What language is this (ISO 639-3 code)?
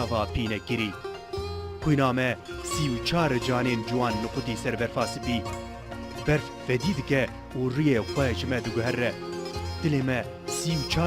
kur